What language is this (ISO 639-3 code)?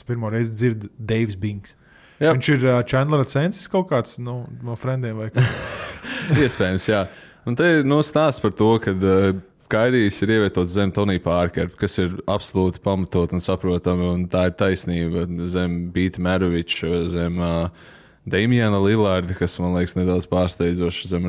lav